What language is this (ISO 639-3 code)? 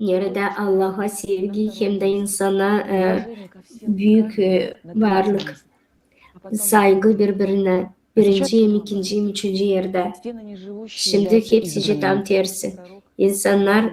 gag